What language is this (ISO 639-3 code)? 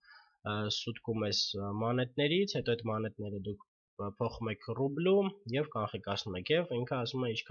hye